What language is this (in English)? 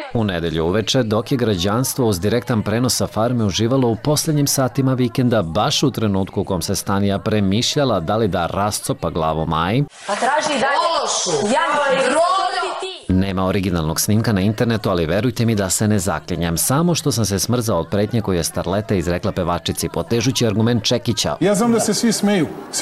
Serbian